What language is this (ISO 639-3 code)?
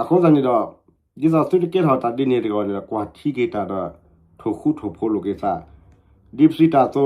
ksw